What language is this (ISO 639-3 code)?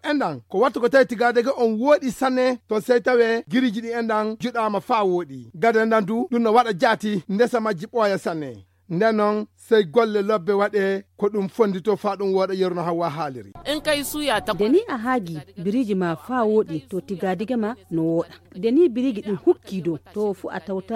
ful